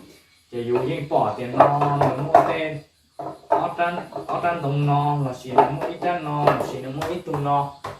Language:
Hmong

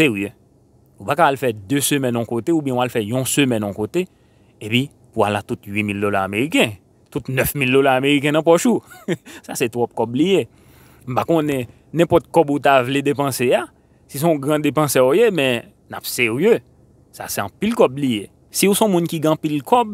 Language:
Haitian Creole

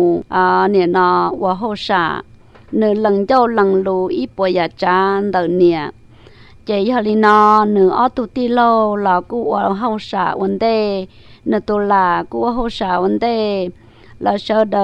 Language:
Hmong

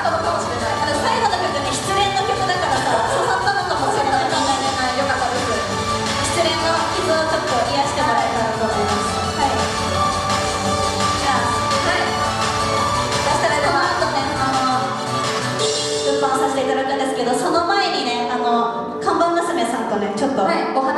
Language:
Japanese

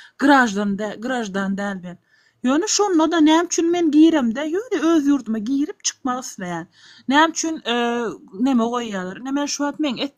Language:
Turkmen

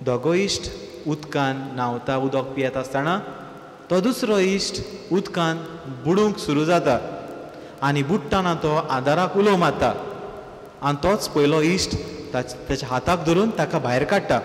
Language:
Konkani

